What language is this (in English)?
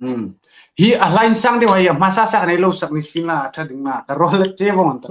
Hmar